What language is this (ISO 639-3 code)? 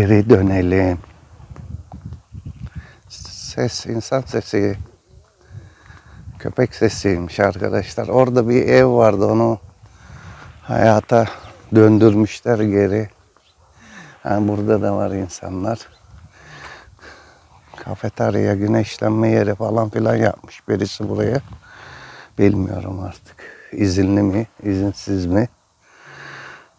tur